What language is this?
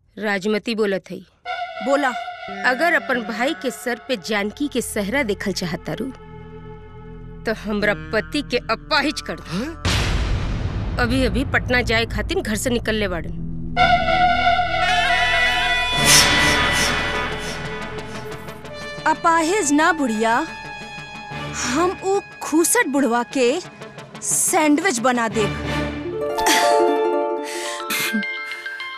Bhojpuri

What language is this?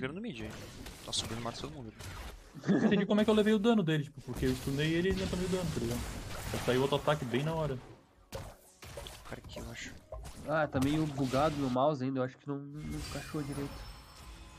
Portuguese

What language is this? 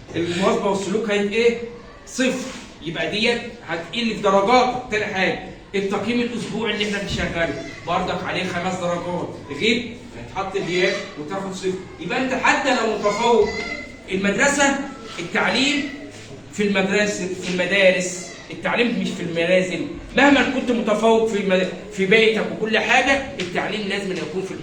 Egyptian Arabic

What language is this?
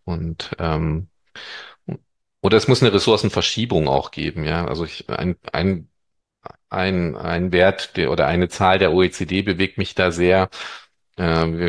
German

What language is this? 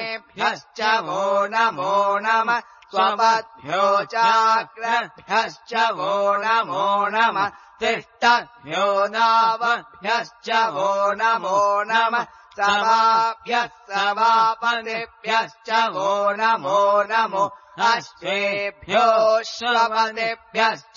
Sanskrit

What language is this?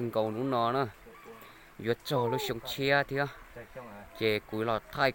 Hmong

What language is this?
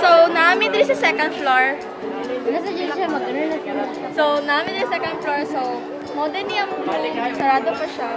Cebuano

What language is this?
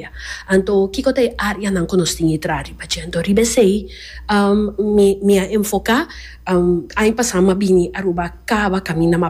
Papiamento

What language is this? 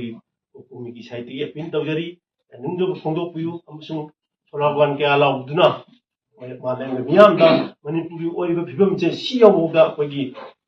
Manipuri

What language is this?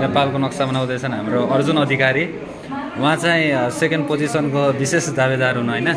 Nepali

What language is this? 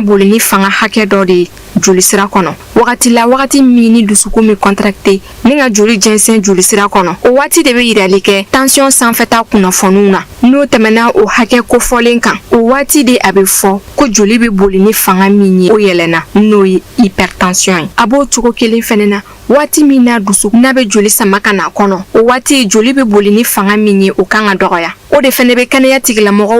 Bambara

